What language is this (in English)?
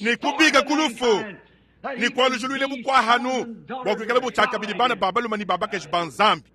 Luba-Lulua